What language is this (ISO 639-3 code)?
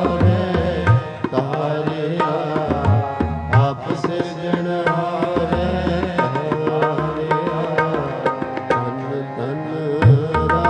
pan